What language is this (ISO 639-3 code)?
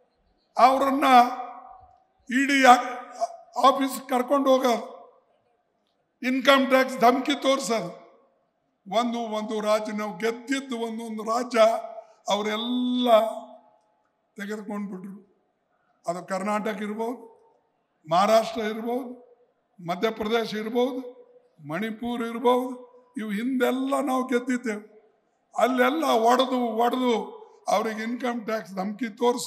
kan